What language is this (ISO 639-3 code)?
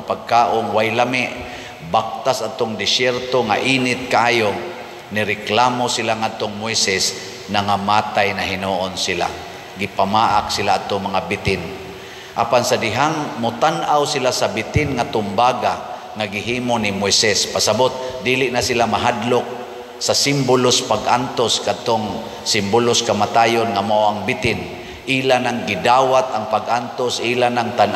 ceb